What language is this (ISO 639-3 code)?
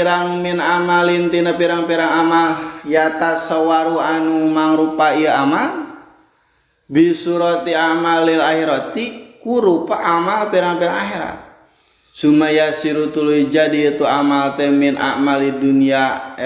sun